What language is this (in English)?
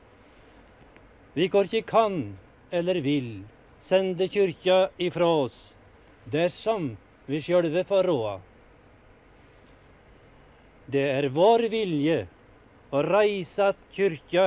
Norwegian